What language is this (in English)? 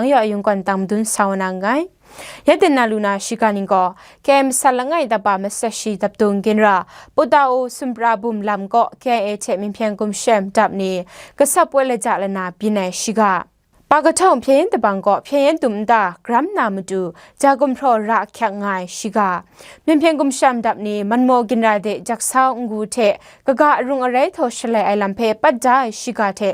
Kachin